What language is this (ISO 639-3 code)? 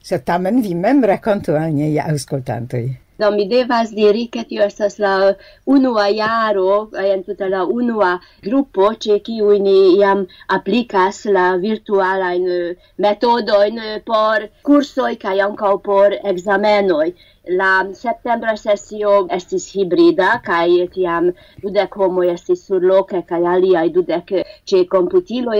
epo